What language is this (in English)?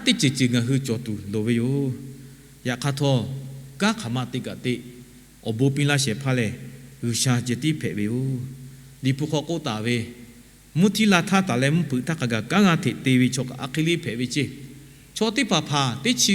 Lahu